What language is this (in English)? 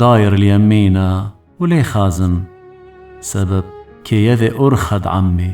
Assyrian Neo-Aramaic